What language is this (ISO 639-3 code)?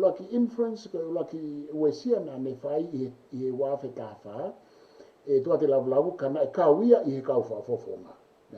ton